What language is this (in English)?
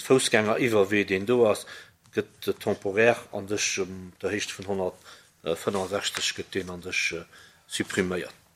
Luxembourgish